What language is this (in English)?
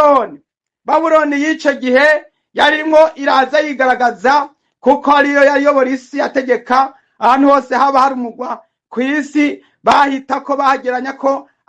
Rundi